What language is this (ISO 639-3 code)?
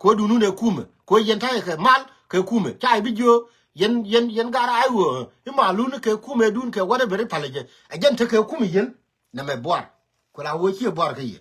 nus